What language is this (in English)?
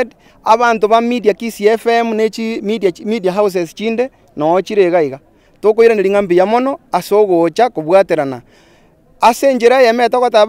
Gusii